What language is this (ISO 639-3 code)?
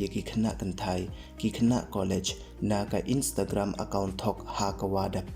pbv